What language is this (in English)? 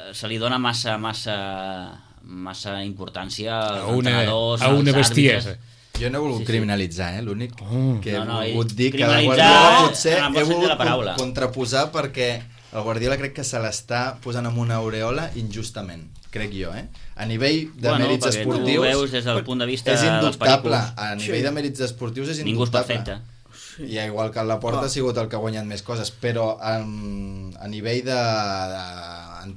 Catalan